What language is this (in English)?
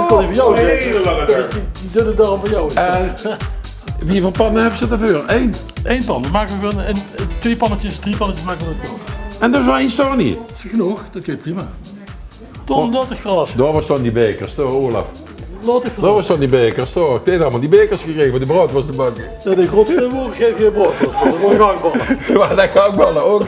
Limburgish